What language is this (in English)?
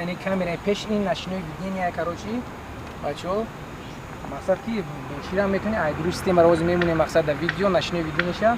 Tajik